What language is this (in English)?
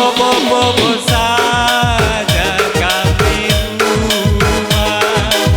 Batak Karo